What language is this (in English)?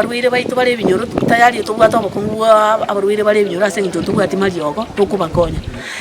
Gusii